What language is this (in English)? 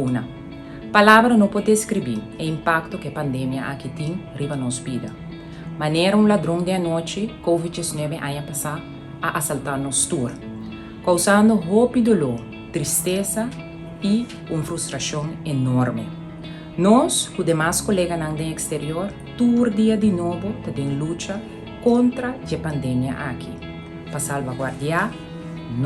Papiamento